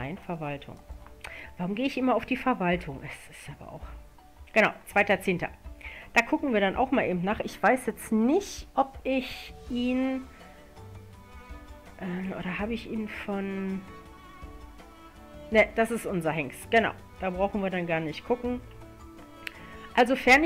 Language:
German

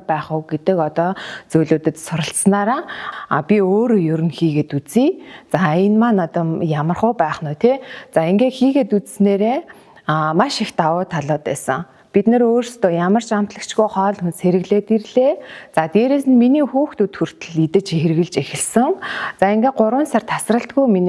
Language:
Mongolian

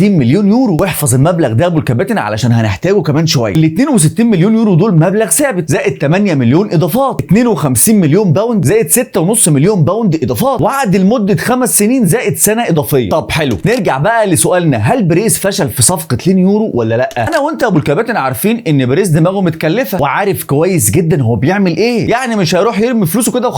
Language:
Egyptian Arabic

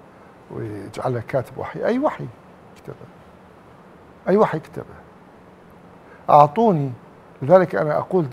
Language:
Arabic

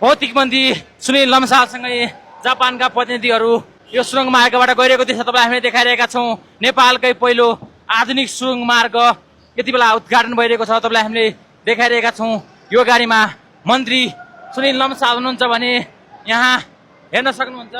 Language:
Nepali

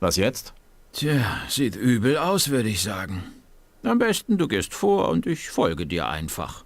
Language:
Bavarian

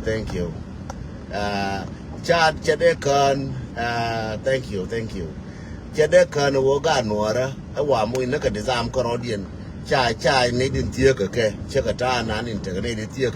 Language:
Nuer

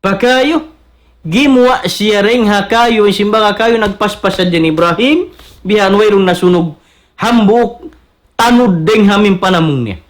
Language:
Tausug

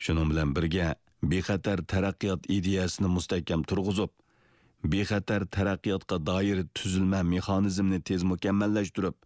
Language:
Uyghur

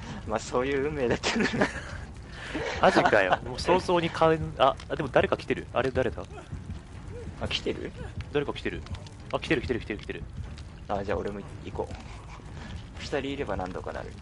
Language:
Japanese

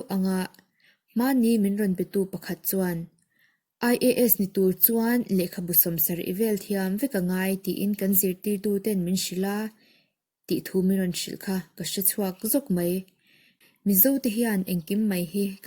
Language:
Mizo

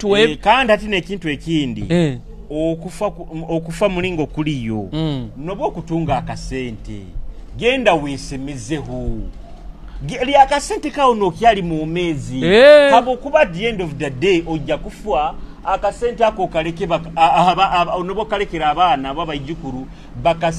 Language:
Nyoro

